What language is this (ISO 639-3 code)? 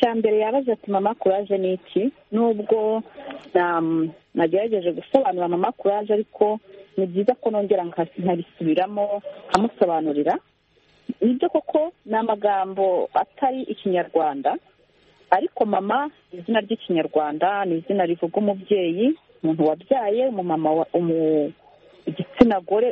kin